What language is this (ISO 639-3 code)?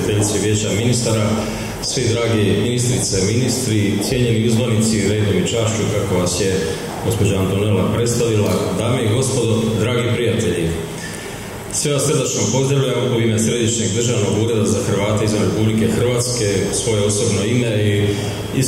hrv